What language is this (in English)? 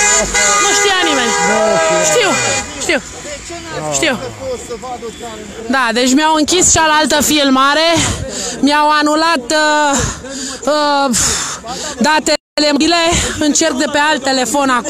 Romanian